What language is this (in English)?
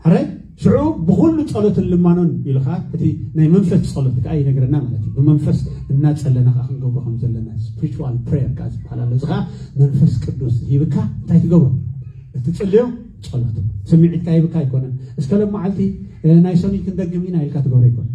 Tigrinya